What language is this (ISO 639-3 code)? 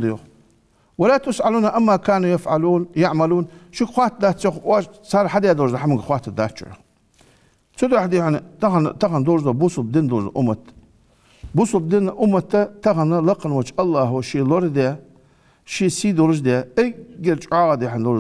inh